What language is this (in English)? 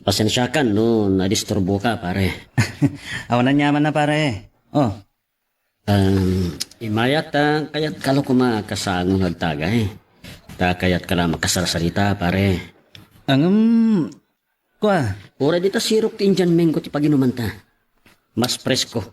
Iloko